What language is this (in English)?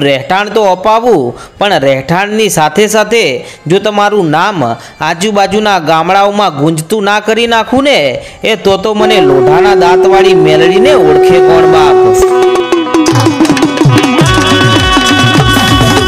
Gujarati